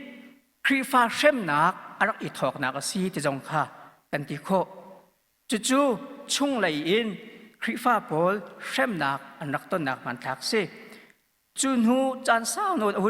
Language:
Hakha Chin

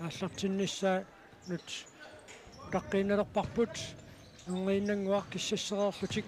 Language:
Kalaallisut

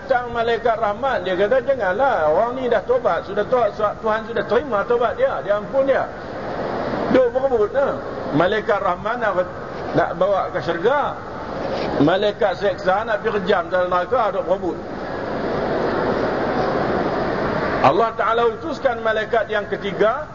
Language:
Malay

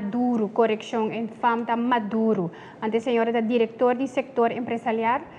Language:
Papiamento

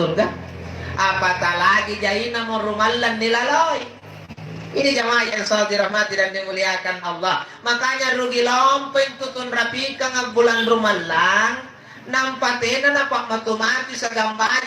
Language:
Makasar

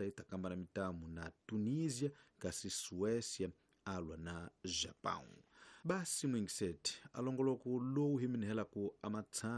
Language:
Tsonga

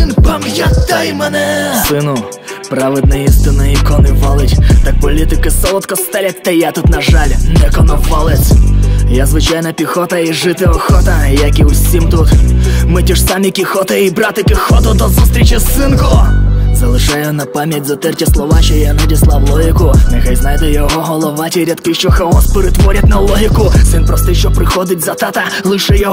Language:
Ukrainian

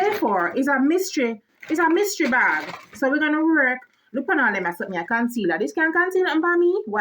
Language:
Jamaican Creole English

